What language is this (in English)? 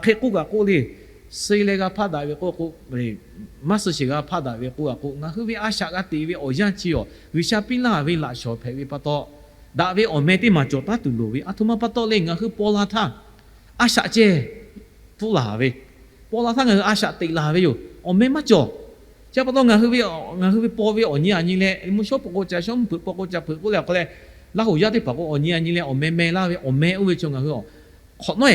Lahu